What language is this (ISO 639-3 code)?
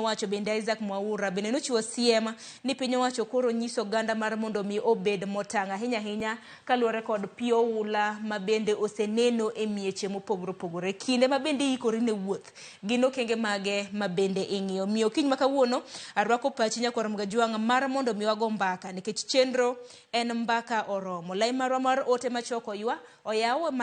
luo